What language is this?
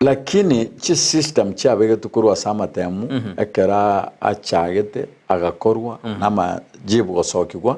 Gusii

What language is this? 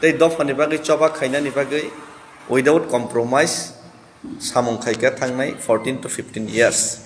Kok Borok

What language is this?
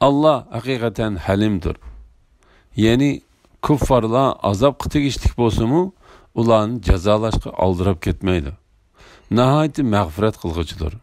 Uyghur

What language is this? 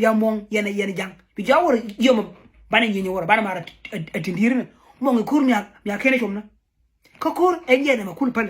Nuer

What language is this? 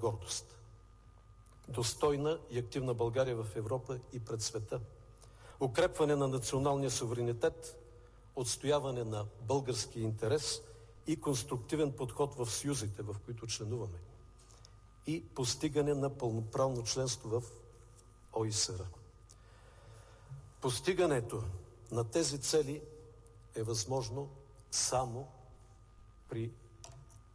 Bulgarian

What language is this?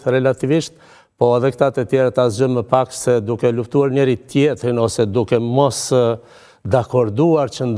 Albanian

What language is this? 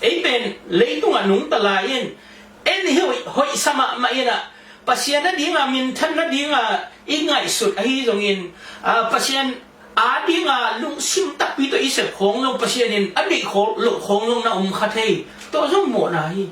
Tedim Chin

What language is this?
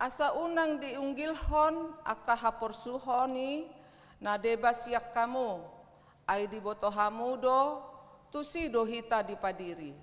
Batak Toba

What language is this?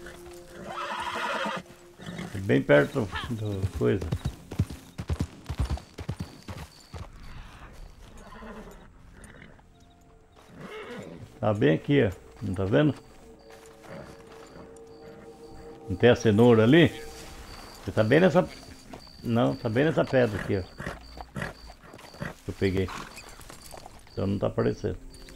Portuguese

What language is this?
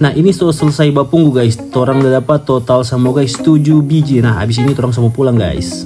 Manado Malay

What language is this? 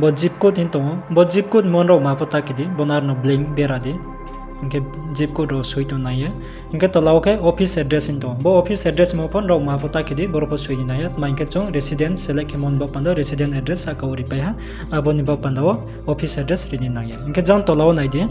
Riang (India)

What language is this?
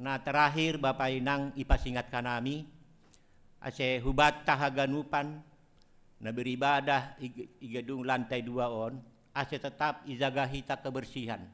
Batak Simalungun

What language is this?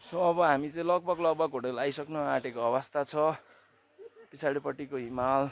Nepali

